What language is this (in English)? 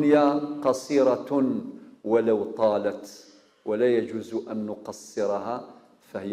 Kabyle